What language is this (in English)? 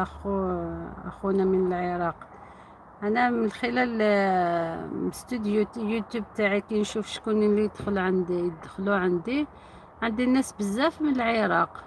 Algerian Arabic